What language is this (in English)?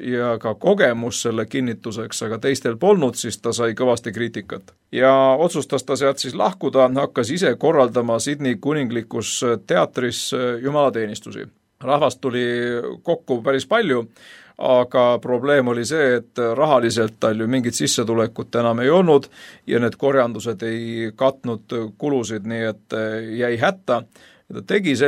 Estonian